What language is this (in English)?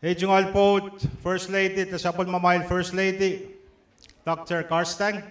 Pohnpeian